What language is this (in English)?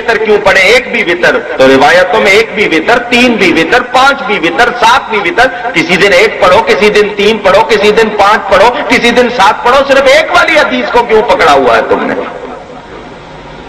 Urdu